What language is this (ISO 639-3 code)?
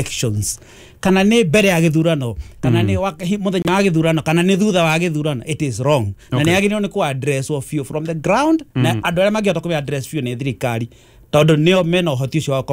kik